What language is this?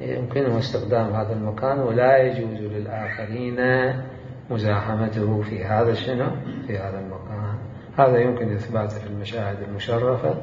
Mesopotamian Arabic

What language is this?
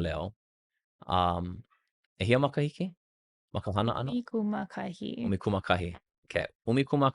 Hawaiian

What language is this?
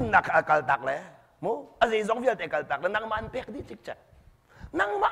Hakha Chin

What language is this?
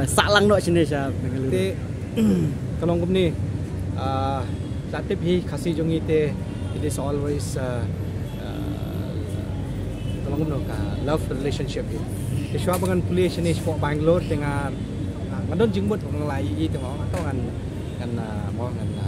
Khasi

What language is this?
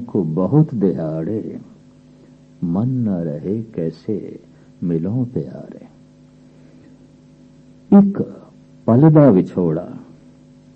Punjabi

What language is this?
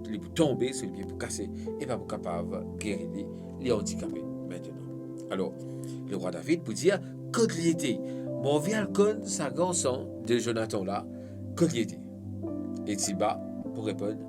Morisyen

